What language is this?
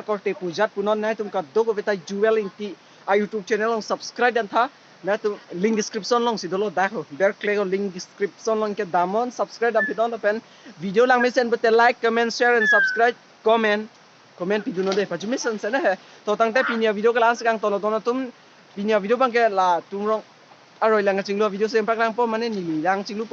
Karbi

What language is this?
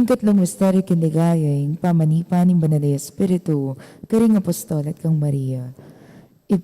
Pampanga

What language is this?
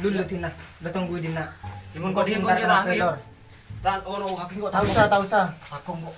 Madurese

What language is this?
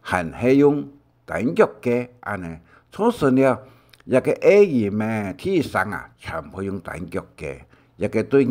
Hakka Chinese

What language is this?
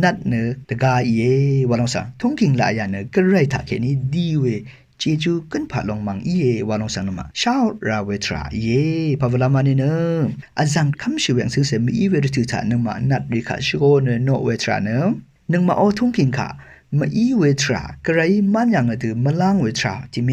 Rawang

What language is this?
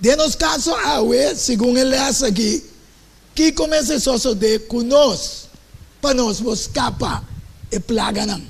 Papiamento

